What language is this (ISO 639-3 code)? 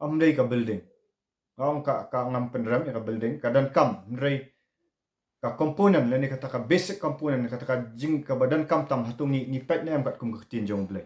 kha